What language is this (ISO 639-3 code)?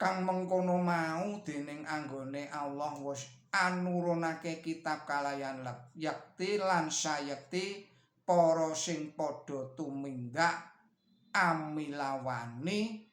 jav